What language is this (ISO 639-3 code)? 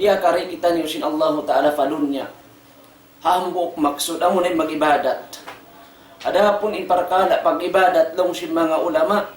tsg